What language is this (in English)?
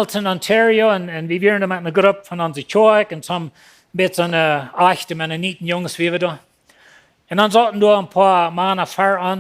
Plautdietsch